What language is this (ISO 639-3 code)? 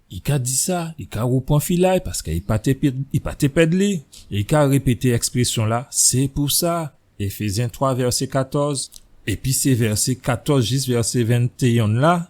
gcf